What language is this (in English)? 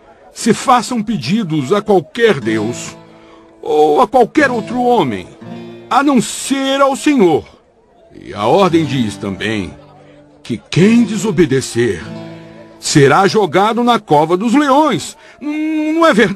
Portuguese